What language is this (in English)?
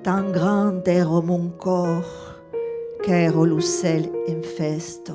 Occitan